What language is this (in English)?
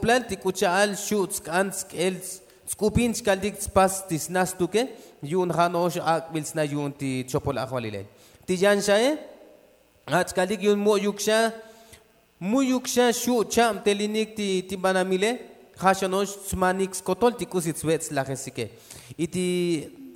Tzotzil